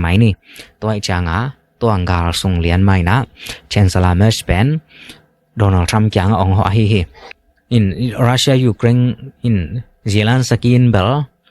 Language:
Tedim Chin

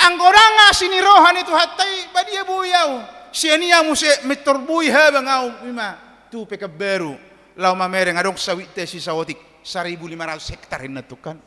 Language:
Batak Toba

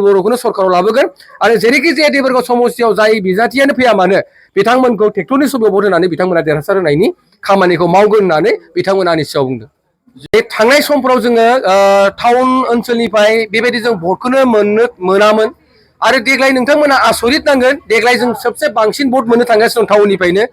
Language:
Bodo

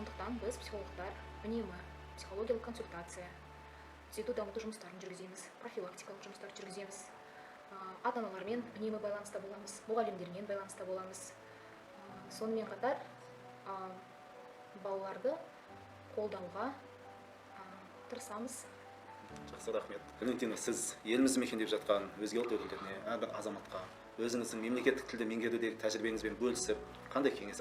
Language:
Kazakh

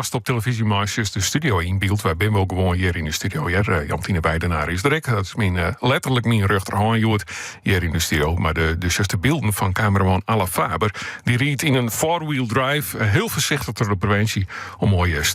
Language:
Western Frisian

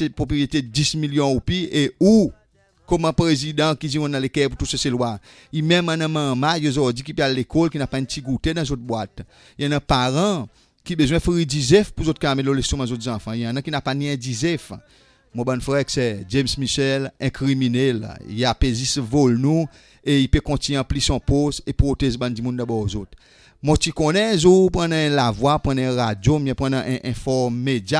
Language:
Seselwa Creole French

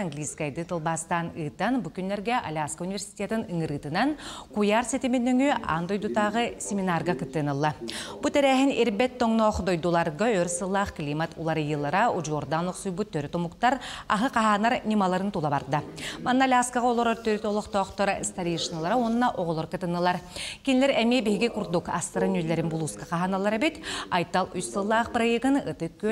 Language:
Yakut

